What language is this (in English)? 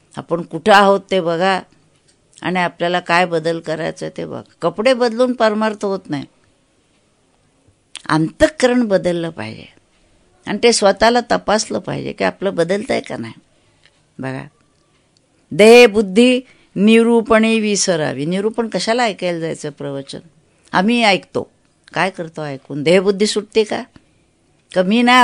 Marathi